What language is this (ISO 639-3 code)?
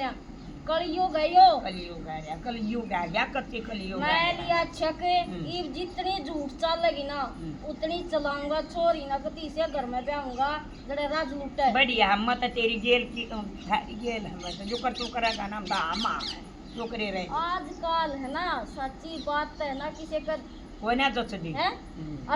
bgc